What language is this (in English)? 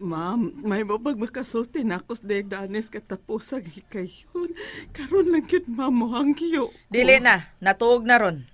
Cebuano